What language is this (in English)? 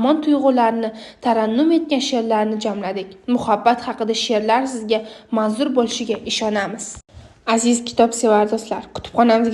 Uzbek